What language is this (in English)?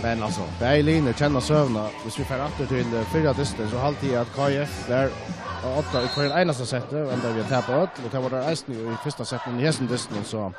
Faroese